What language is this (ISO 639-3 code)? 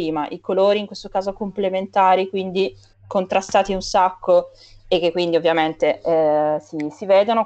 ita